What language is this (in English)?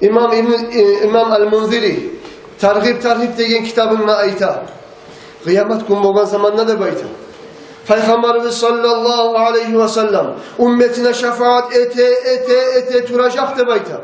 Kumyk